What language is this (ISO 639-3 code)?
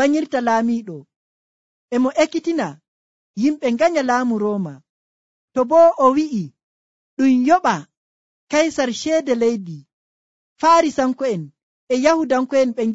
fuv